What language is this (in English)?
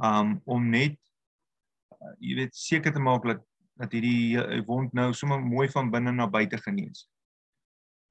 Afrikaans